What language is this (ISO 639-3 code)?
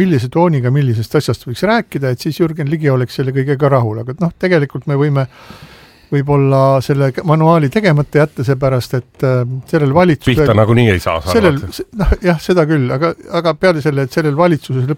est